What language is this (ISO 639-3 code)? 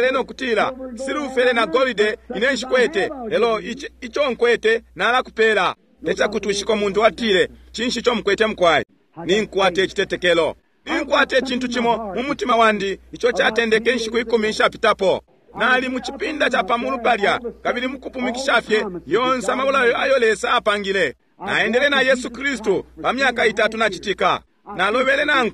bem